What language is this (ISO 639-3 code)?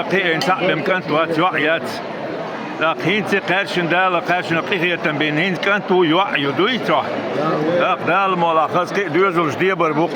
che